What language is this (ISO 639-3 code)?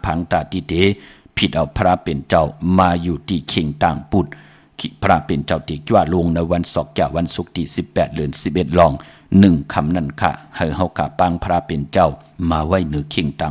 shn